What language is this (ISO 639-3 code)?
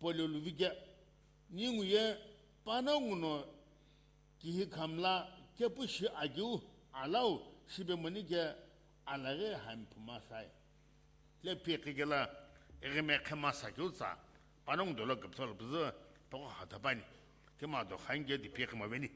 nsm